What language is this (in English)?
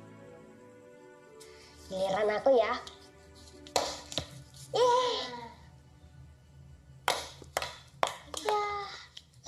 Indonesian